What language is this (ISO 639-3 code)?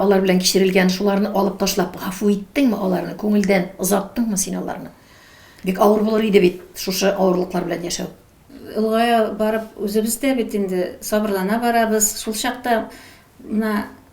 tat